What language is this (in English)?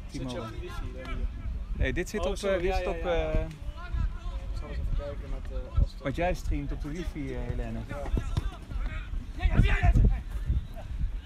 Dutch